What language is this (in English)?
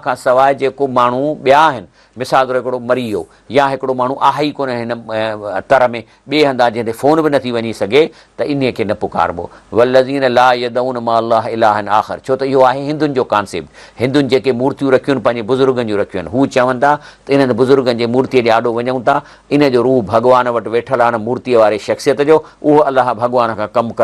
Sindhi